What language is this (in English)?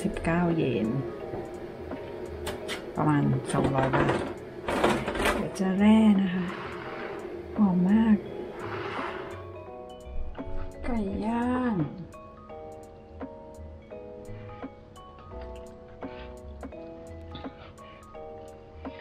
Thai